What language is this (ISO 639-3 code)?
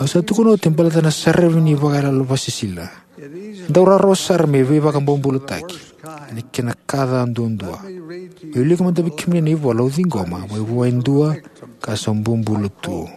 fij